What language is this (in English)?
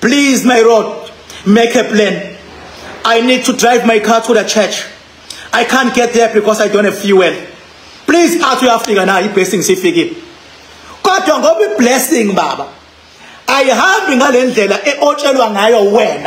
Zulu